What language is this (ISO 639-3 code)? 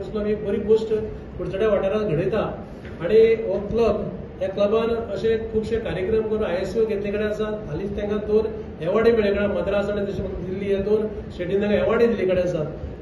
kok